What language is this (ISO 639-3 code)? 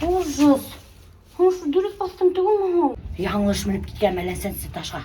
bak